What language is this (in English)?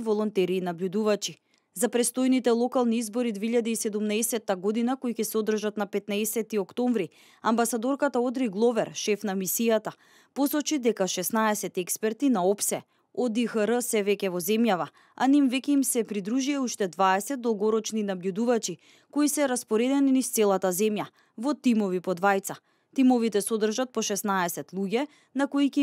Macedonian